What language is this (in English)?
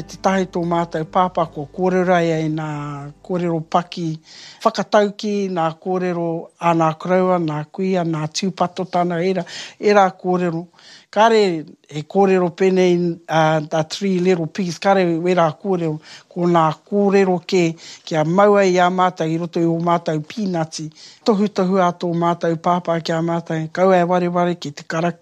Māori